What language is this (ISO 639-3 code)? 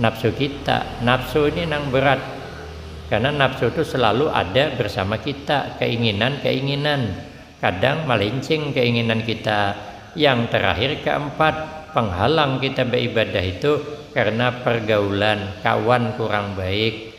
bjn